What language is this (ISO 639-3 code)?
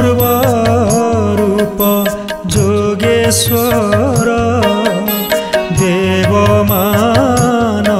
ori